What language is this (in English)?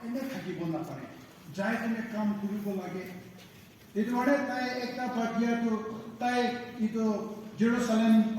Naga Pidgin